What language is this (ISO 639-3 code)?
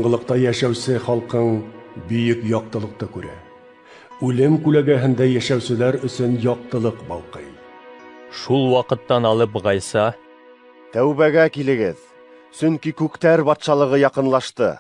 bak